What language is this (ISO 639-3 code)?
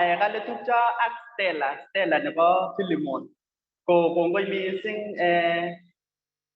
kln